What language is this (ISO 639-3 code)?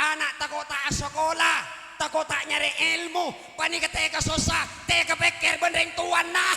mad